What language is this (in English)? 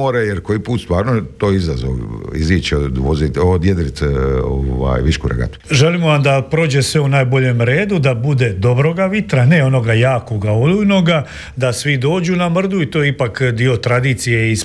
Croatian